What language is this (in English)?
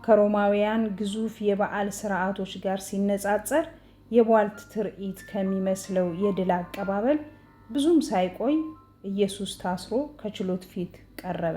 Amharic